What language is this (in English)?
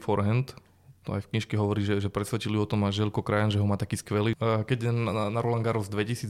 Slovak